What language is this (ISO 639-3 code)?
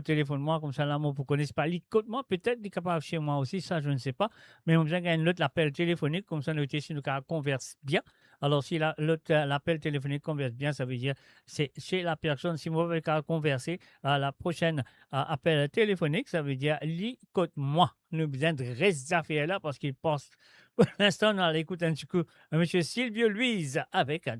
mfe